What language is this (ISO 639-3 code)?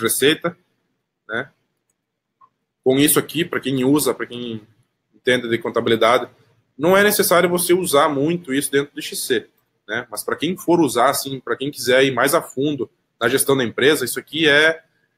por